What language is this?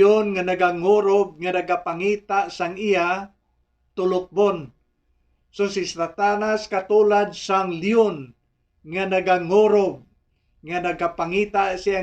Hiligaynon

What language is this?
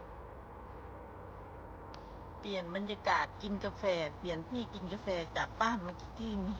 Lao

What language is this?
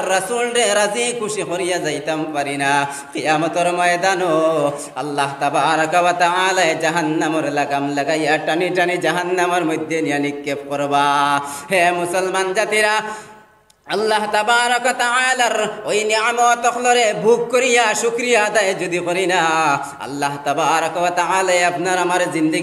Sylheti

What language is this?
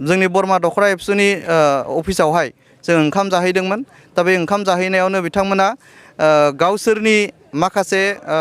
Bodo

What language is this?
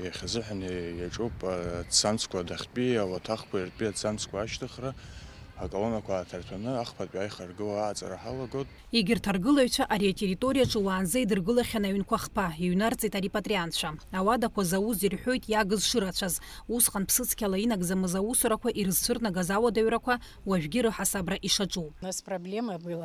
Abkhazian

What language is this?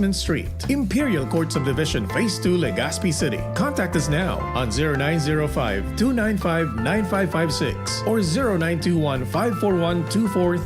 Bikol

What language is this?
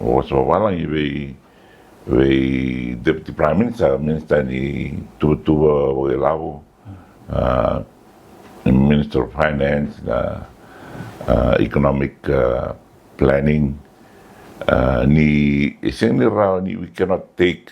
Fijian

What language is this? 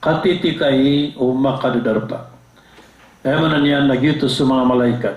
Maranao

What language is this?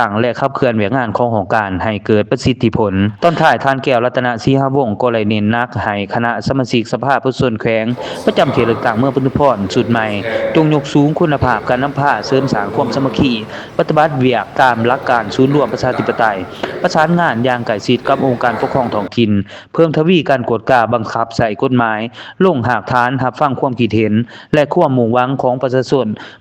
Lao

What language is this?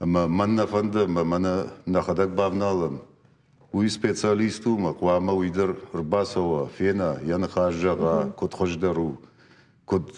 Ossetic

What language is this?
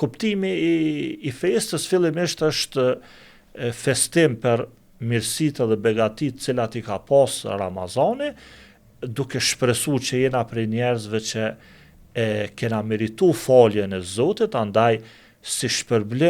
Albanian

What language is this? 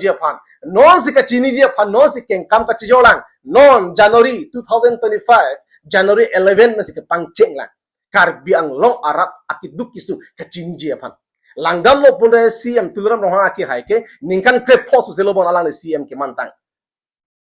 Karbi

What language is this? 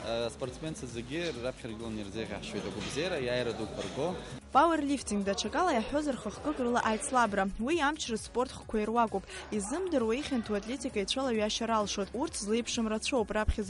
Abkhazian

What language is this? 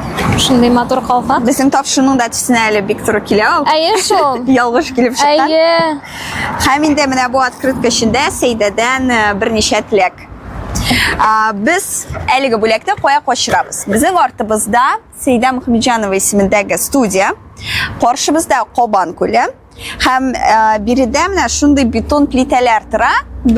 Tatar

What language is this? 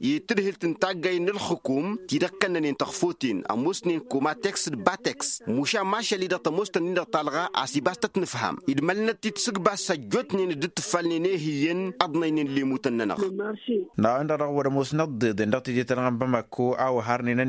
Tamasheq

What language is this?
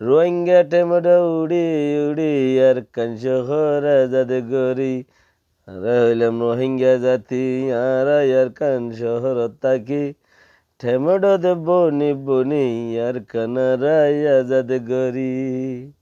Rohingya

